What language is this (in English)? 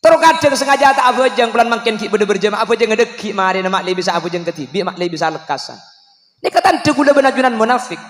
Madurese